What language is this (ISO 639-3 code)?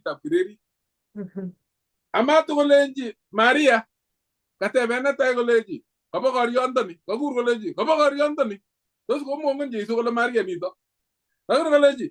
kln